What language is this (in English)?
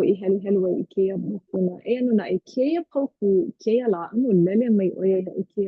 Hawaiian